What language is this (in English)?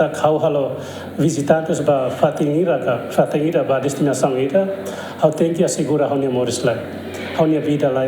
Tetum